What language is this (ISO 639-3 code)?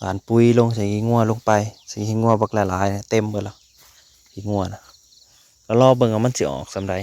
tts